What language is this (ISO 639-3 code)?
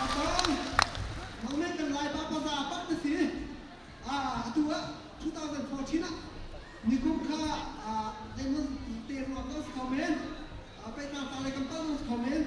cnh